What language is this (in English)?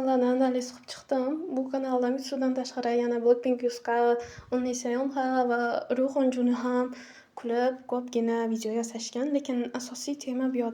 Uzbek